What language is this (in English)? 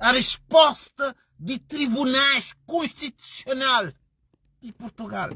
Kabuverdianu